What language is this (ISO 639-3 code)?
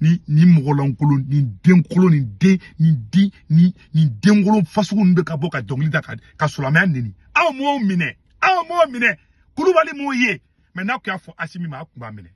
bam